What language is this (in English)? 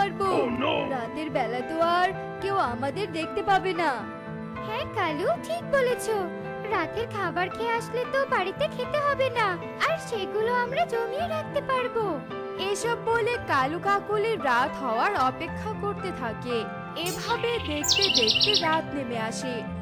Bangla